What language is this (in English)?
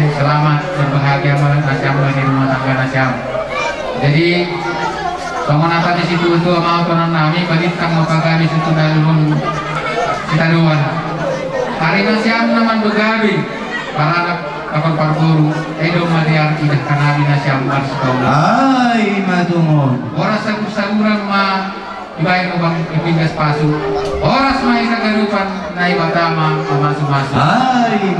Batak Simalungun